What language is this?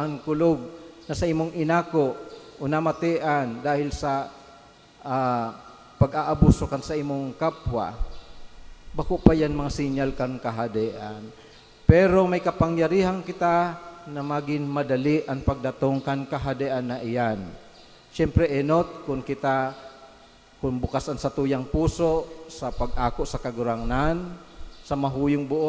Bikol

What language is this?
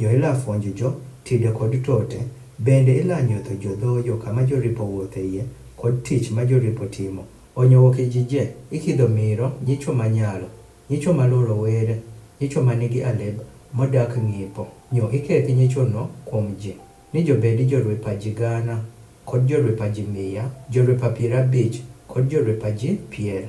Adhola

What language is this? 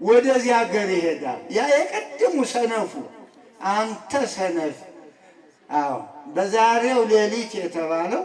Amharic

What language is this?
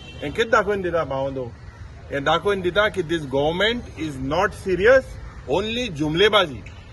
Konkani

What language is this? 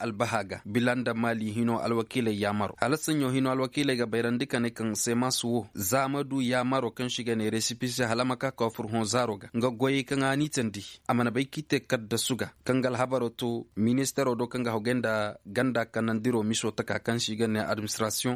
Koyraboro Senni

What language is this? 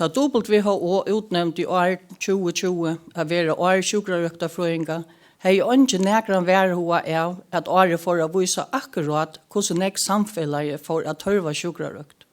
Faroese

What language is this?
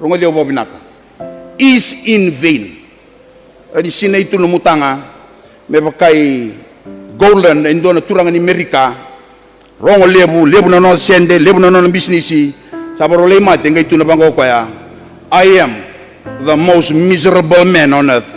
Fijian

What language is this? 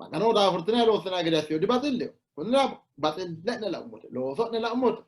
Sidamo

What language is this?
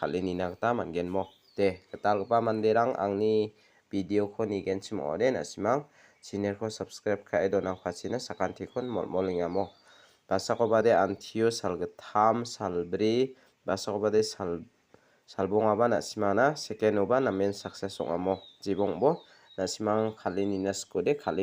Garo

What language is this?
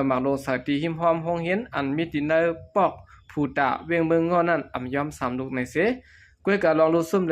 Shan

